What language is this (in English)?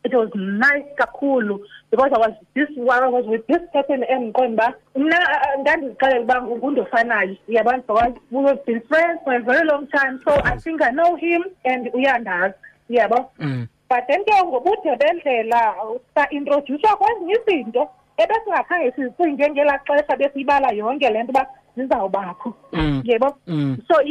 Xhosa